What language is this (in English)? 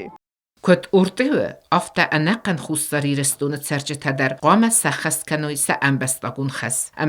Ossetic